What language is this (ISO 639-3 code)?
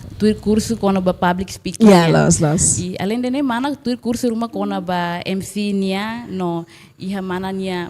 tet